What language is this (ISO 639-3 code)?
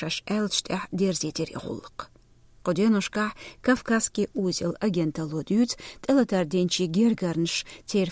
che